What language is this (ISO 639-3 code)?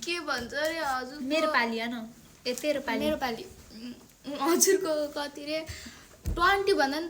nep